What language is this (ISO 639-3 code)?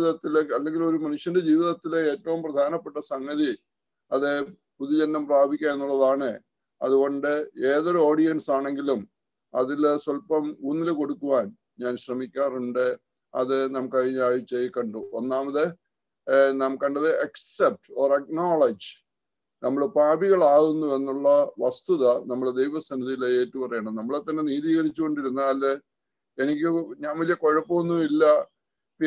mal